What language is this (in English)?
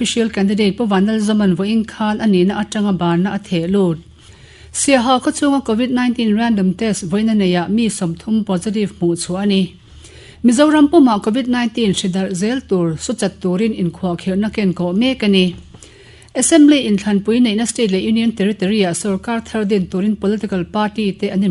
Mizo